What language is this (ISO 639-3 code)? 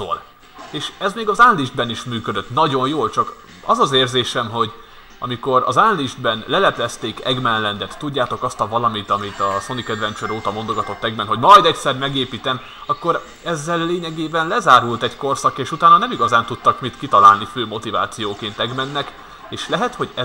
hun